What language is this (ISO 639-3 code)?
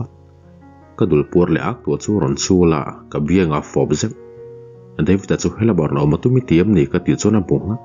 lus